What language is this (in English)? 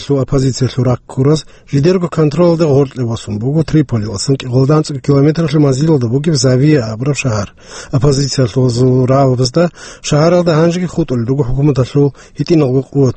Avaric